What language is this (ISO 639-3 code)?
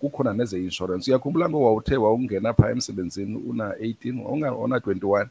xho